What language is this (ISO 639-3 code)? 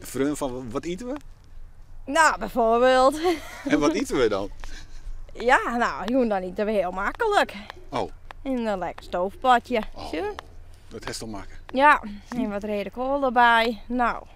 fry